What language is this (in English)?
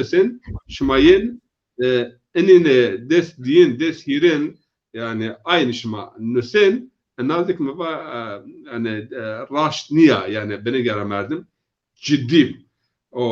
Zaza